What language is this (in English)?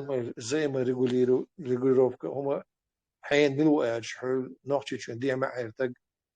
Chechen